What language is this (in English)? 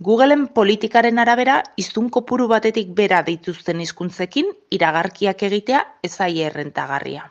Basque